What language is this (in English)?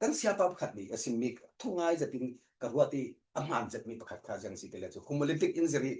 Falam Chin